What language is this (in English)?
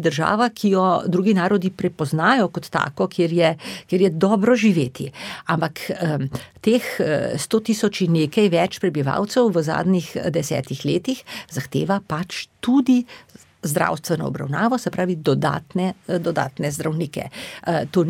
Slovenian